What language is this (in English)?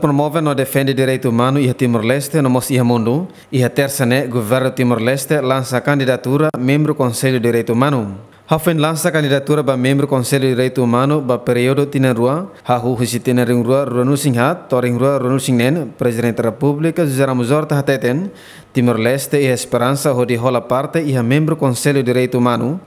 Tetum